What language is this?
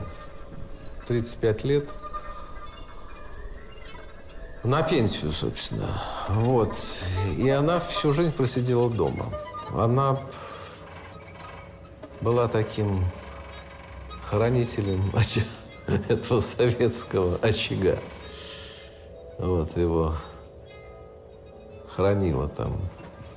Russian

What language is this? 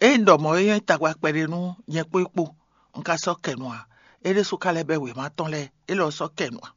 Fon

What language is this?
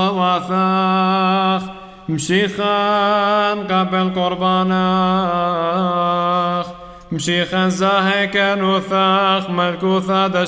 Classical Syriac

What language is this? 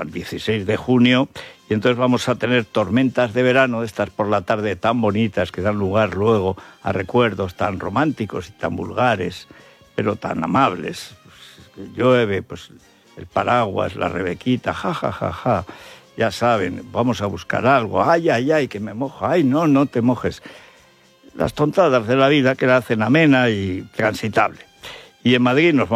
Spanish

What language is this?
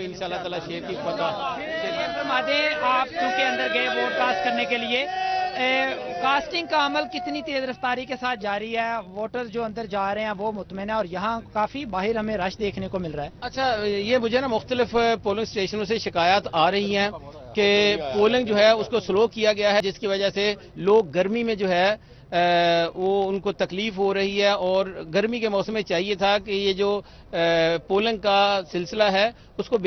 Urdu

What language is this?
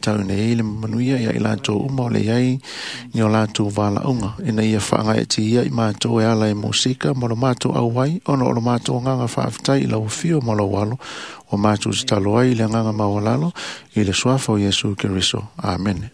Samoan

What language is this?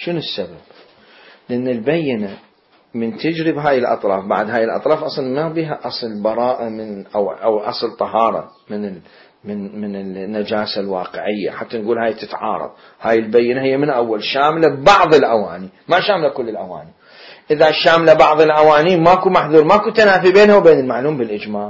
Mesopotamian Arabic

